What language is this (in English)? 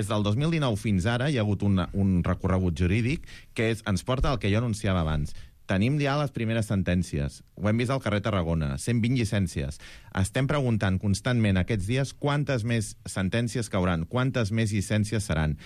Catalan